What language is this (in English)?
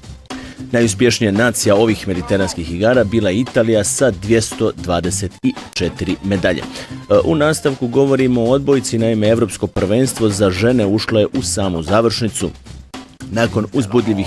Bosnian